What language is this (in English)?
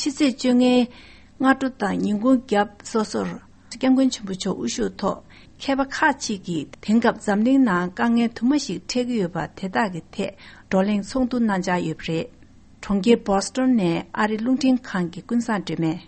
Tibetan